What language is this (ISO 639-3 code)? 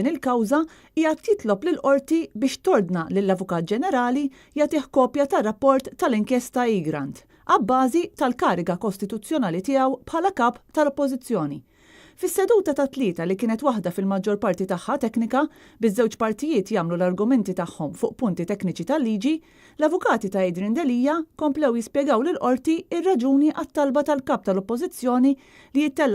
mlt